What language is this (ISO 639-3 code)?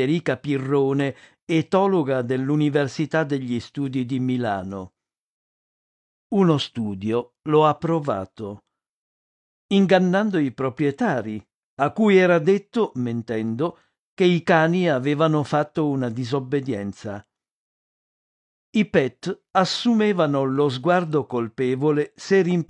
ita